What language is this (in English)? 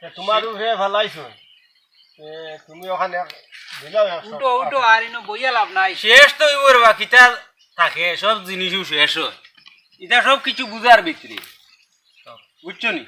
Sylheti